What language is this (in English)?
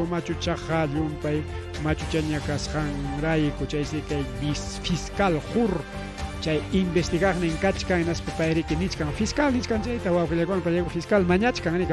Ayacucho Quechua